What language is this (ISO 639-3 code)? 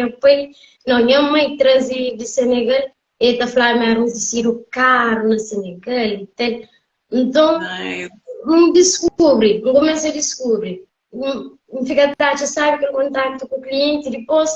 kea